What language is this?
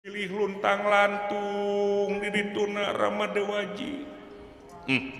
Sundanese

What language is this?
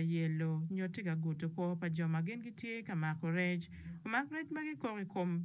Acoli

